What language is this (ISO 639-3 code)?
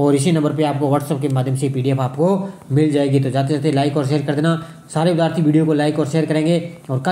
hin